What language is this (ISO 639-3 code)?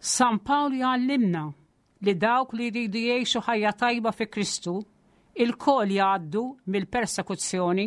mlt